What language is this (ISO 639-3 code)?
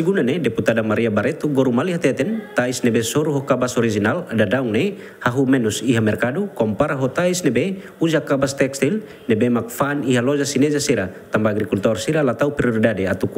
tet